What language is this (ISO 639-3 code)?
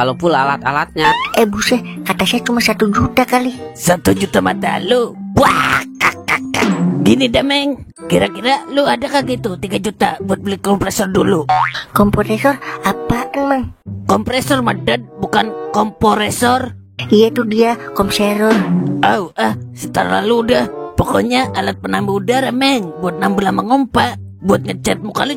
bew